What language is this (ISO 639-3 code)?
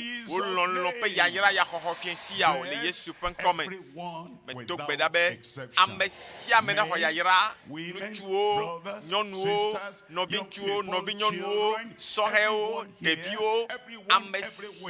ewe